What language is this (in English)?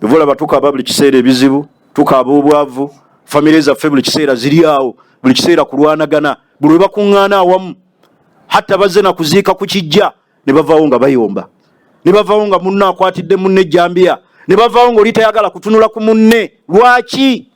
Ganda